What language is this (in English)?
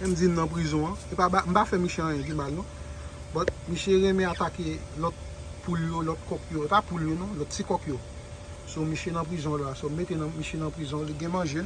Haitian Creole